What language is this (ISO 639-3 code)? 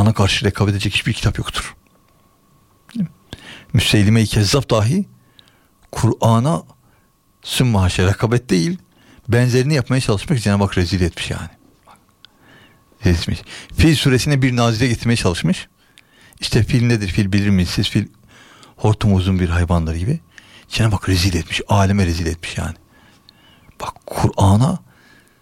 tur